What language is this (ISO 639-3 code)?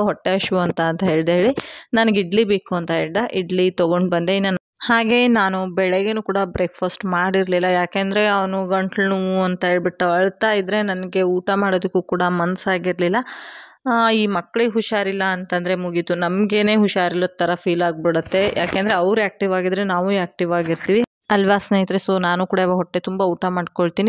kan